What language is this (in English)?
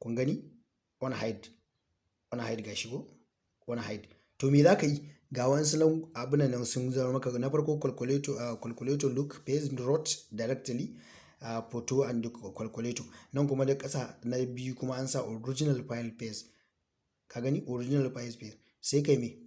Hausa